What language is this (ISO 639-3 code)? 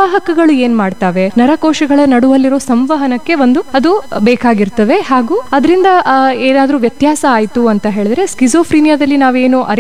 kan